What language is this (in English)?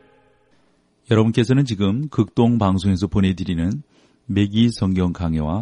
Korean